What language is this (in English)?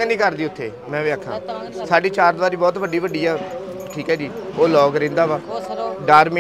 Punjabi